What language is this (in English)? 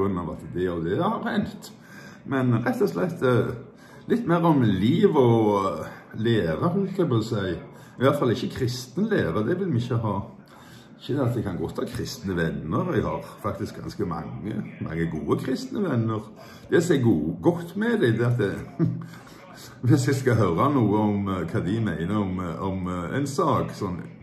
Norwegian